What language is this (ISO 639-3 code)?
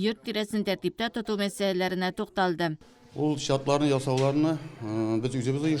tat